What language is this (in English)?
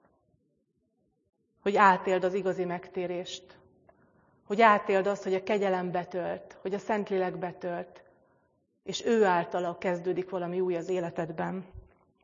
Hungarian